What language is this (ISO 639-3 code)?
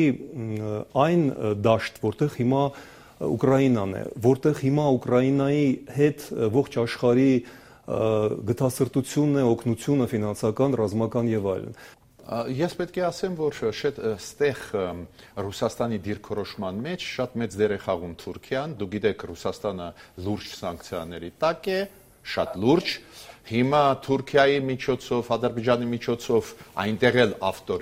hye